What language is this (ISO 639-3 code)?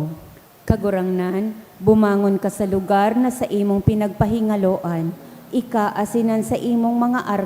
bik